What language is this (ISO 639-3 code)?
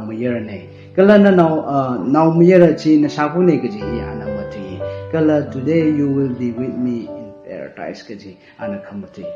nmf